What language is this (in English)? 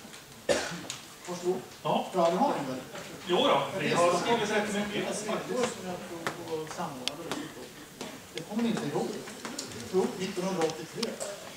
Swedish